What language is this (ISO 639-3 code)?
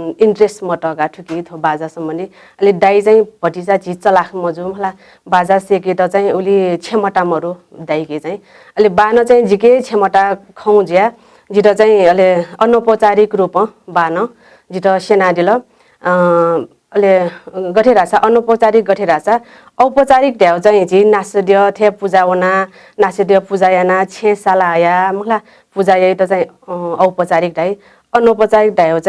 new